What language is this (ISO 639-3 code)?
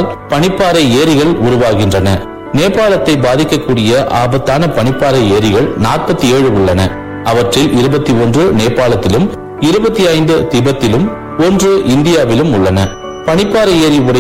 tam